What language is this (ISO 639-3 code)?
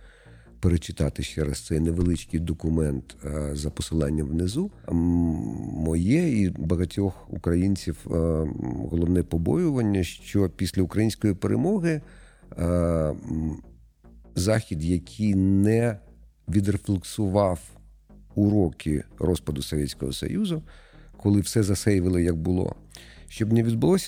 ukr